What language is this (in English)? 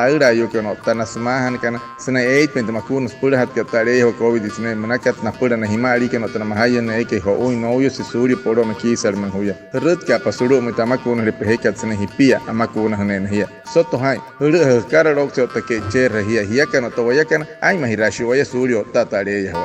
Wayuu